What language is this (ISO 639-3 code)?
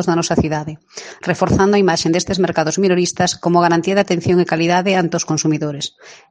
glg